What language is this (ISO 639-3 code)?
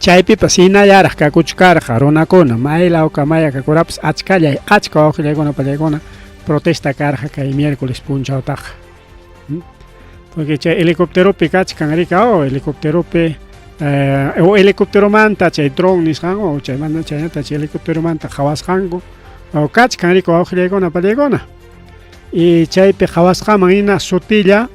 quy